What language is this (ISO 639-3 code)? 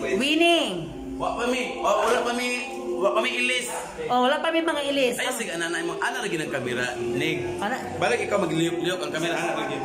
ceb